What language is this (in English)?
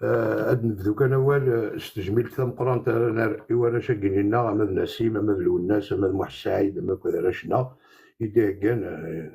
Kabyle